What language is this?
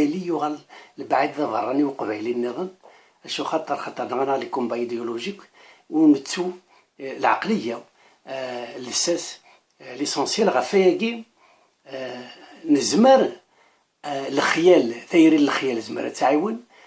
Kabyle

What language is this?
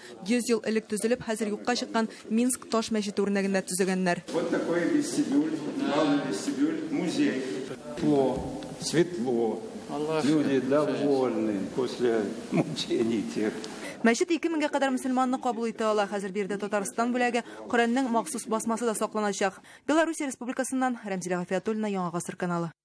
Tatar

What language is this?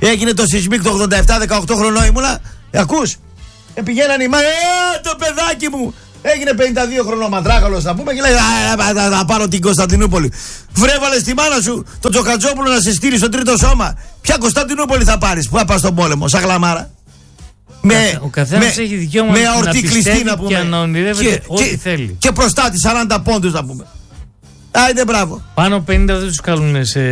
Greek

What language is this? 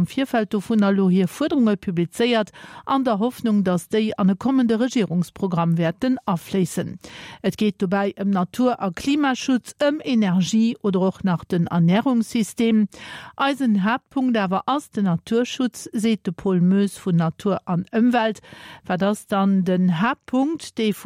Luxembourgish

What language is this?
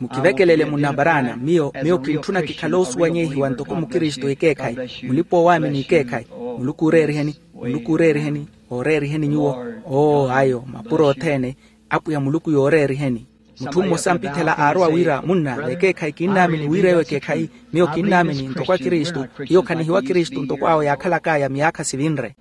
Makhuwa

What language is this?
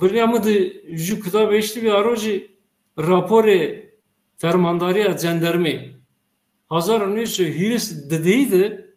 Zaza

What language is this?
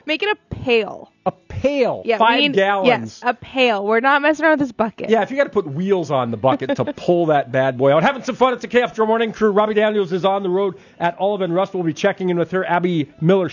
English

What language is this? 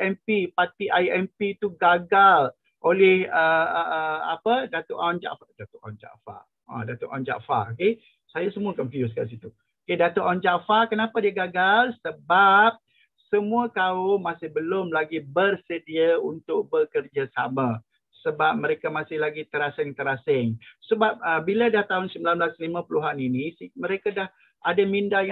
Malay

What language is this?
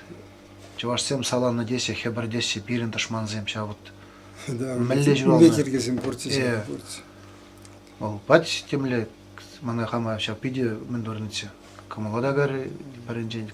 Chuvash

